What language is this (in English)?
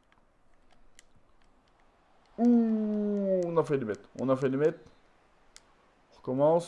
French